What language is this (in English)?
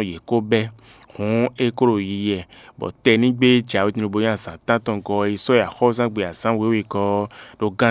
Fon